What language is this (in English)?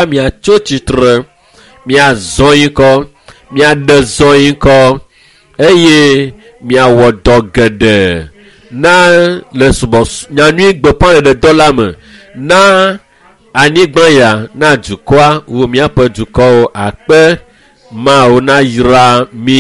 Ewe